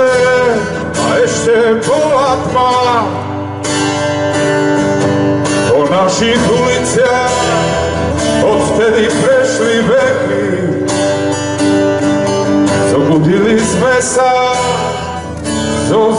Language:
Slovak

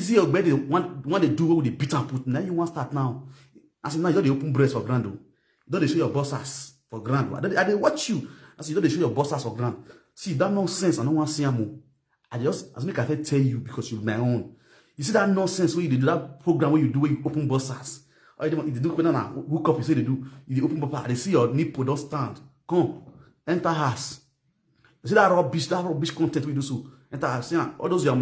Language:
Nigerian Pidgin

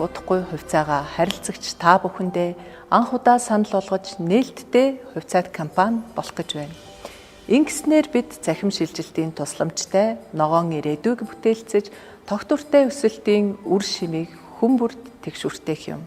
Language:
Mongolian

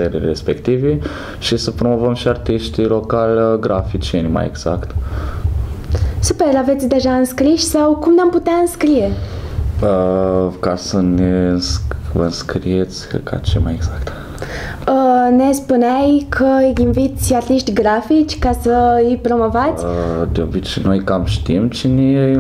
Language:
Romanian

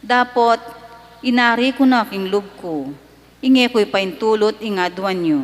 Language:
Pampanga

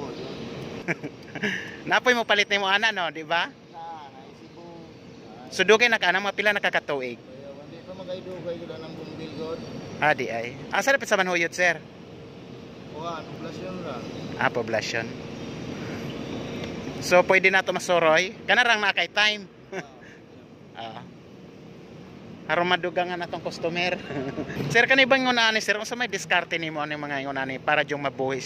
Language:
Cebuano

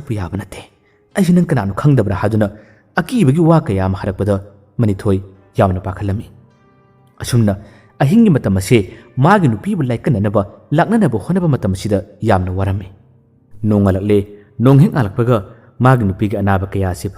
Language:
Manipuri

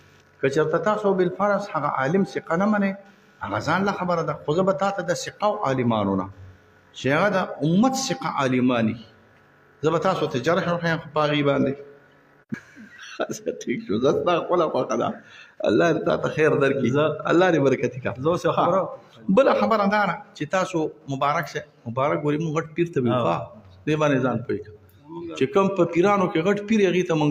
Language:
Pashto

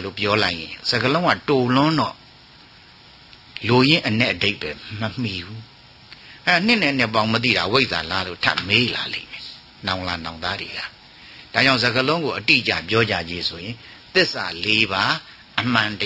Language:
Burmese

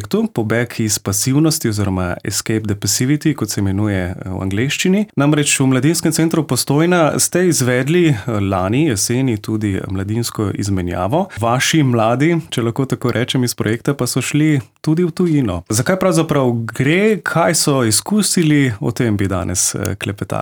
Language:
Slovenian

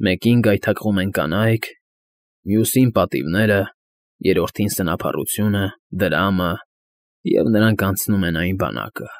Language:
Armenian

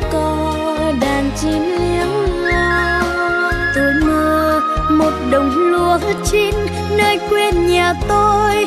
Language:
Vietnamese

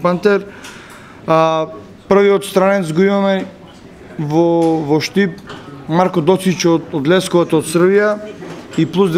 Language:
Macedonian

